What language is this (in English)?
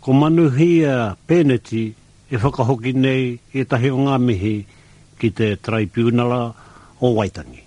Māori